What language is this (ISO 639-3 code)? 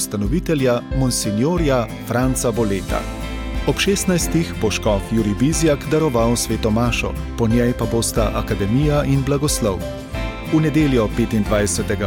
slv